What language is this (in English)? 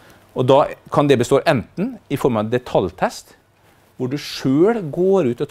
Norwegian